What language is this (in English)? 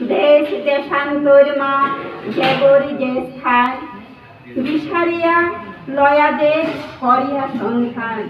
Bishnupriya